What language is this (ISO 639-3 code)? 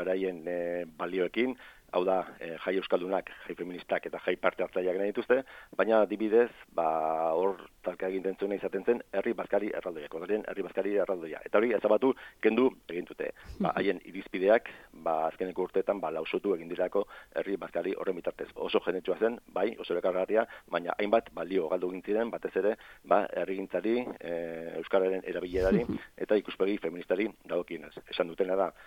eus